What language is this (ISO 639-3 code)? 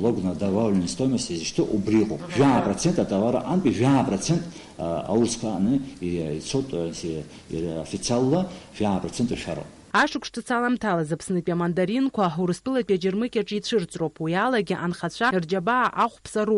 abk